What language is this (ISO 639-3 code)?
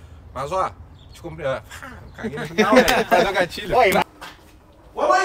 por